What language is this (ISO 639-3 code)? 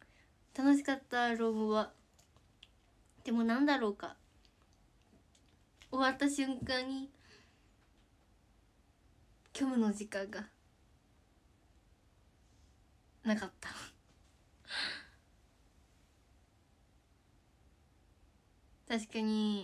jpn